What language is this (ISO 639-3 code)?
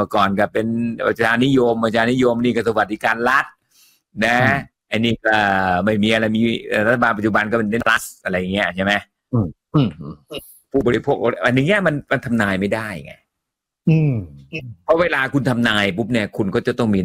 tha